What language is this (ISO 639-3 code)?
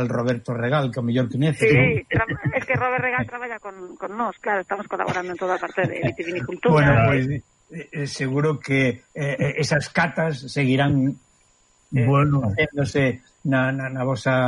glg